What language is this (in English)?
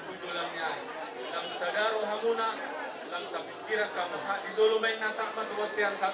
Batak Toba